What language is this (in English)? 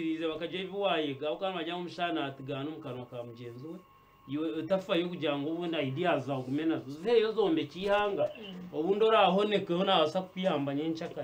Nyankole